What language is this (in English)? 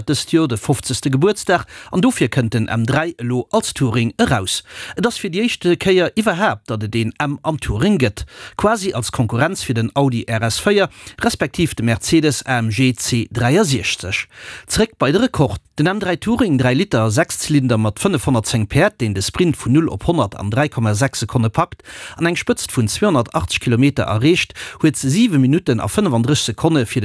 Luxembourgish